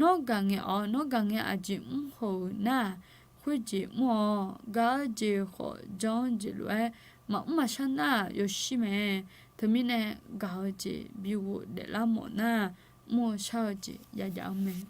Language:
Akha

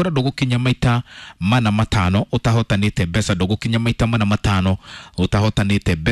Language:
Kikuyu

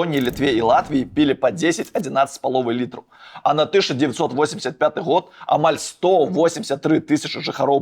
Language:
Belarusian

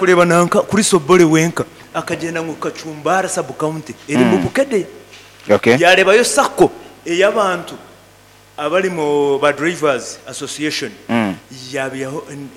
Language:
Nyankole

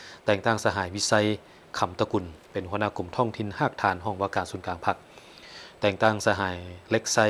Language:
Lao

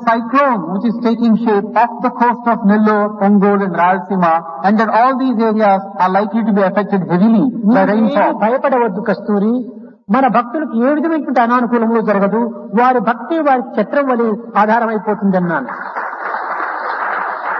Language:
Telugu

